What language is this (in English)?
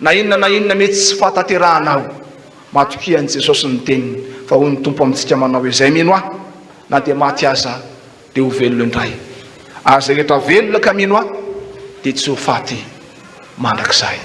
Malagasy